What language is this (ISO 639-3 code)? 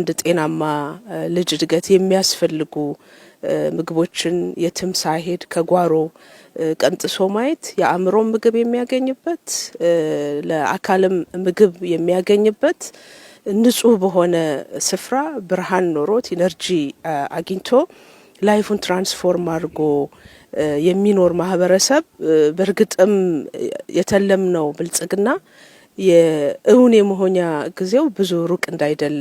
amh